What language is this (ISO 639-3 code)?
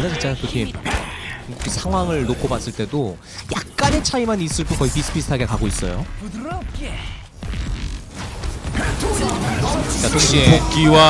kor